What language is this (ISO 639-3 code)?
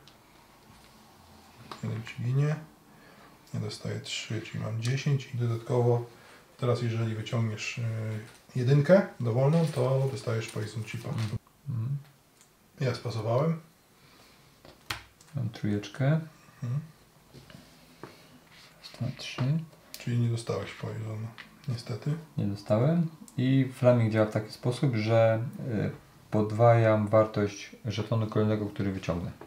pol